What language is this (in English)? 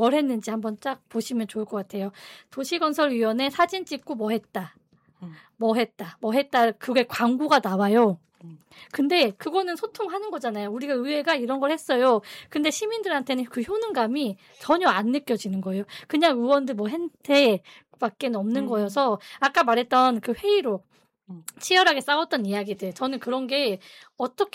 Korean